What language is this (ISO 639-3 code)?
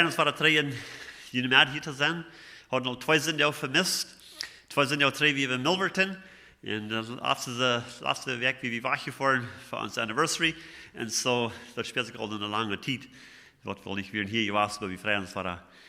pdt